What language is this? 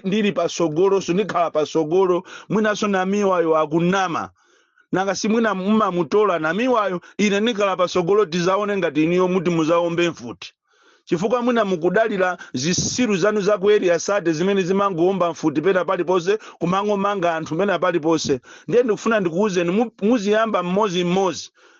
Nyanja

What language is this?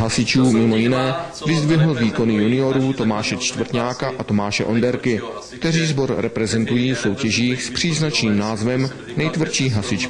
Czech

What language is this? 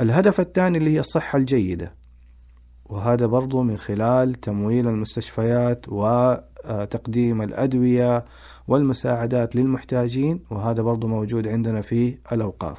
Najdi Arabic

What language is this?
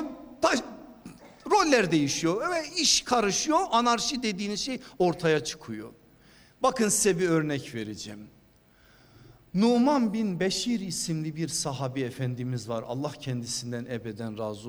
Turkish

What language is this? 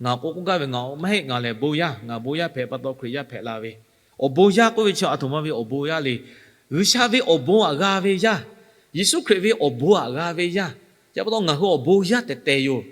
Lahu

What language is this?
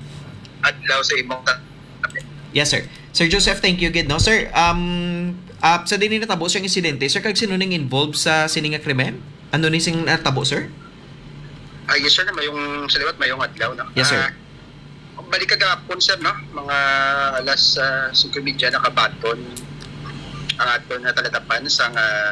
Hiligaynon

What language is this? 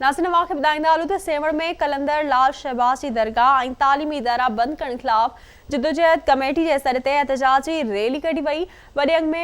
Sindhi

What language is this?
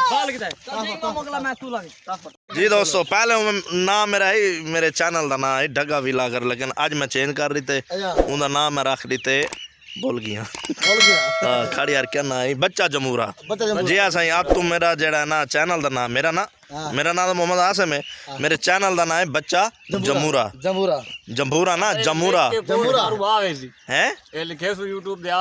Saraiki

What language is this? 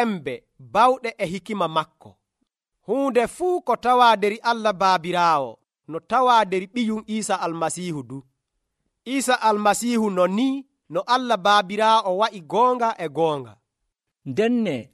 Nigerian Fulfulde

